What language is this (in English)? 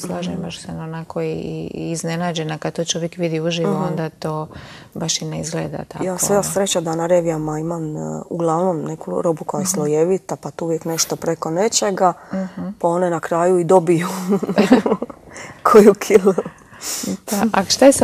Croatian